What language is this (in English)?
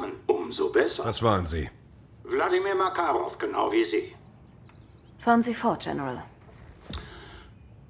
German